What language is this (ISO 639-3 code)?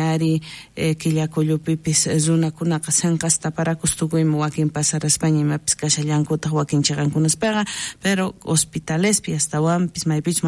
quh